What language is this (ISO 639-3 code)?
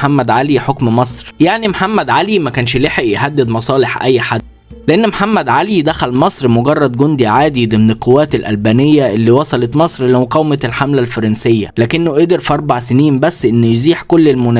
arz